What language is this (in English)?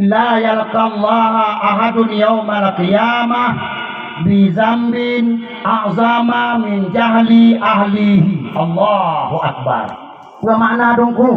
Achinese